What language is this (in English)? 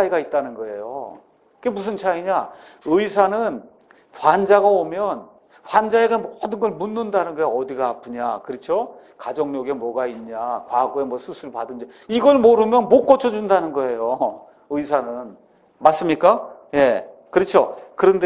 Korean